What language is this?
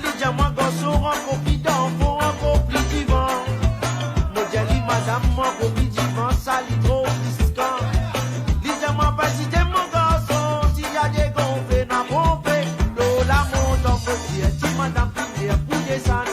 Morisyen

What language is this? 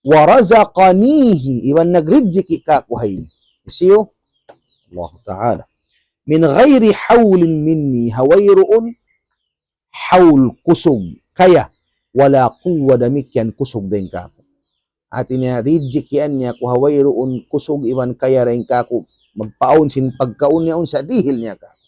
Tausug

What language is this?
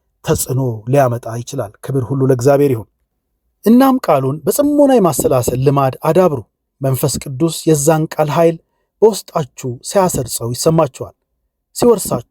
Amharic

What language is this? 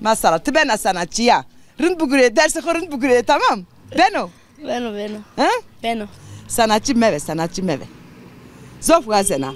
Zaza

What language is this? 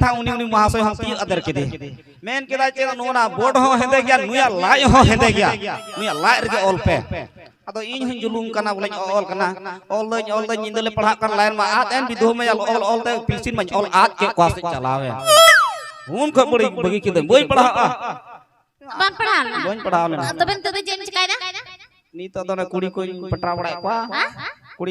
Santali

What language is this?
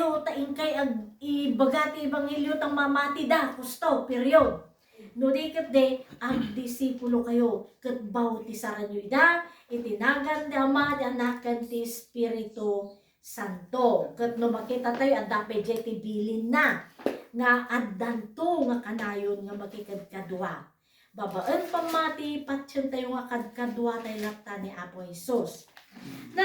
Iloko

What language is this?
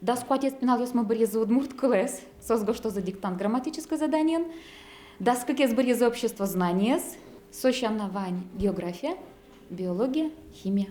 Udmurt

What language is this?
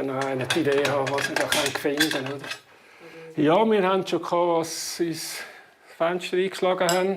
Swiss German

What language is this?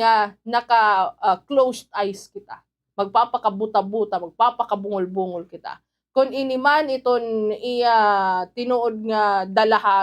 Waray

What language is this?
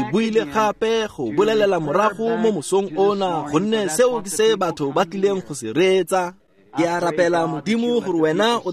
Tswana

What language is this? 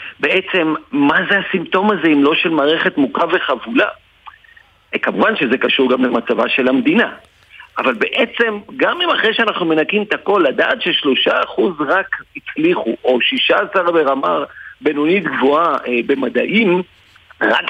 Hebrew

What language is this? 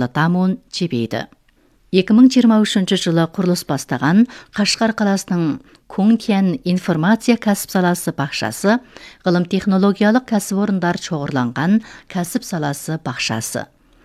Kazakh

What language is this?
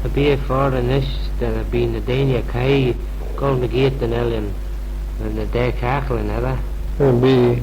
Manx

